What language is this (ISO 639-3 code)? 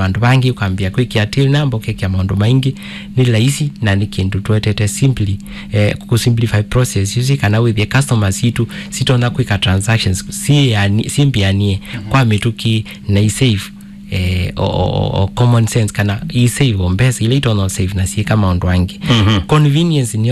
kam